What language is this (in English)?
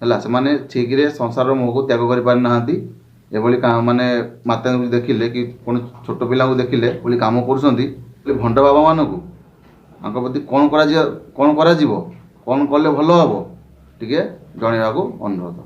Odia